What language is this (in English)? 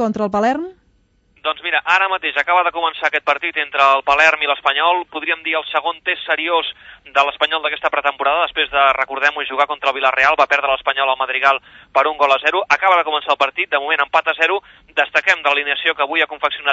Catalan